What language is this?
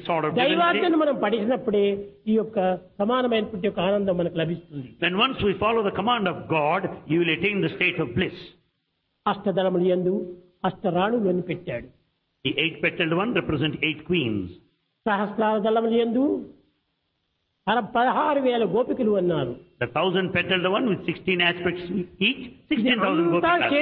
Telugu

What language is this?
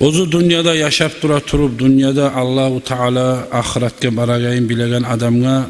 Kumyk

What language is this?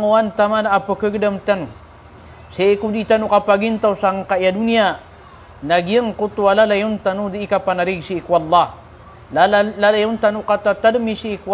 Maranao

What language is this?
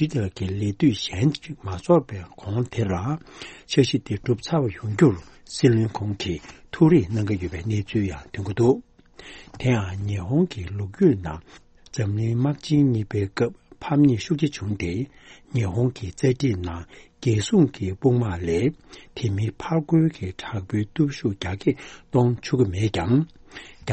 Tibetan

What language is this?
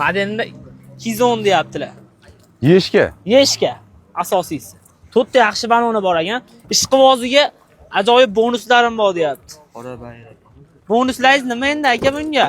Uzbek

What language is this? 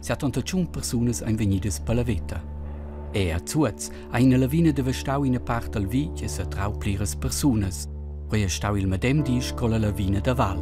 Romansh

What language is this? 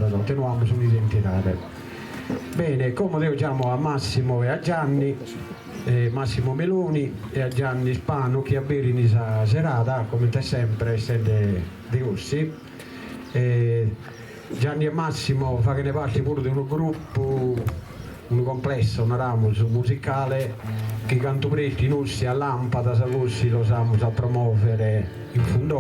Sardinian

